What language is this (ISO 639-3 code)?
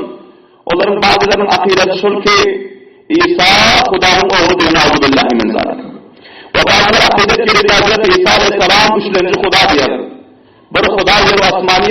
tuk